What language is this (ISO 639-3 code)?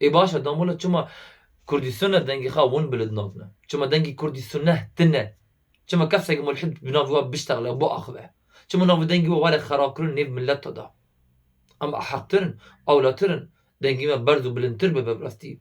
kur